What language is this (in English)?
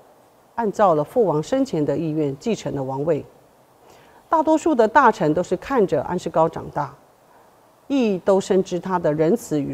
Chinese